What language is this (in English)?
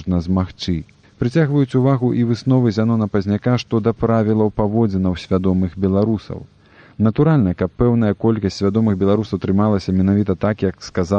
Belarusian